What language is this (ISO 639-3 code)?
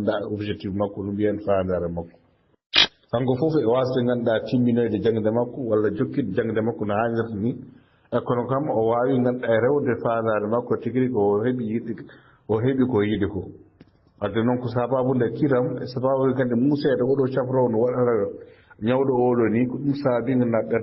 ful